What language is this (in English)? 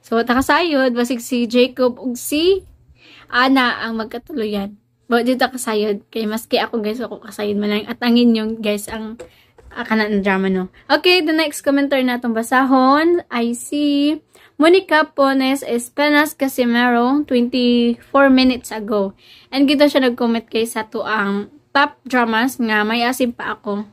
Cebuano